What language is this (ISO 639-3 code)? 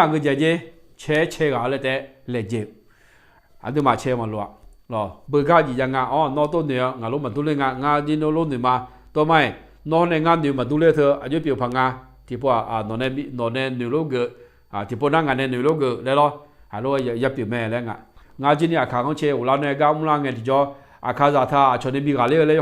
ahk